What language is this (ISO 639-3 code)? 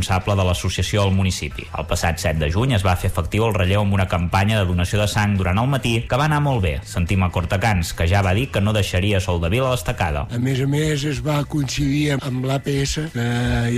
cat